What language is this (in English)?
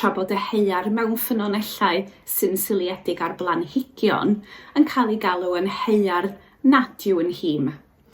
Welsh